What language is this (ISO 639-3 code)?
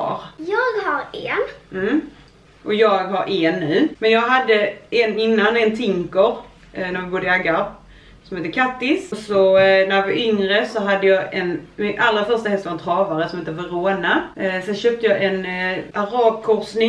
swe